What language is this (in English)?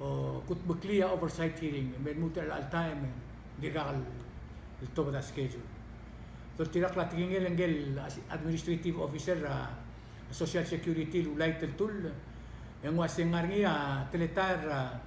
Palauan